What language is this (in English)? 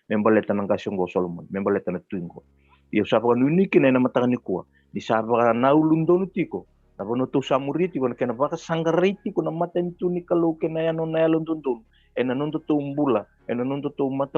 Fijian